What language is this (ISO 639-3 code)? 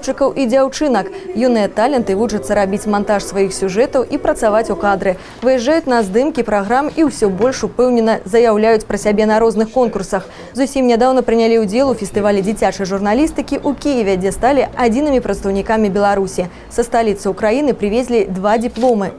bel